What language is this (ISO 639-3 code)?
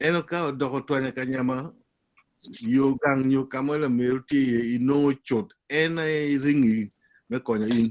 ach